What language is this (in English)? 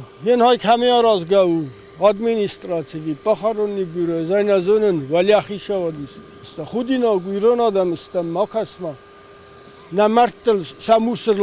Ossetic